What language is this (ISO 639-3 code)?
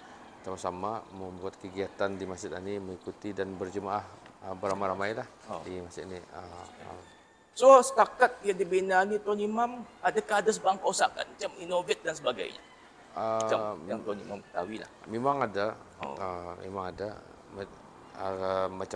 msa